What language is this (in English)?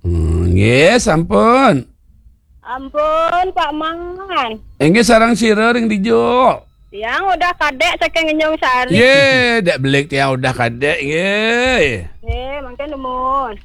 Balinese